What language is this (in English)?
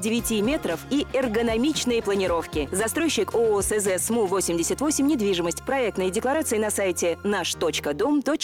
Russian